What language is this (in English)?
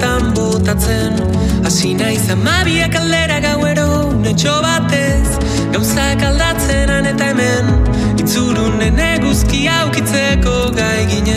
Basque